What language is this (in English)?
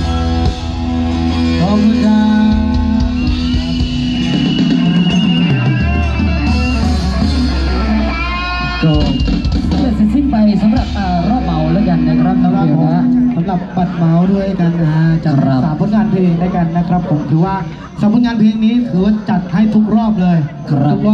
Thai